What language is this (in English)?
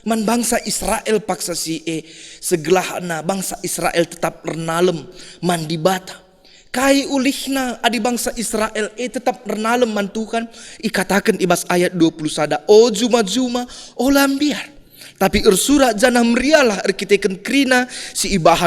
Batak Karo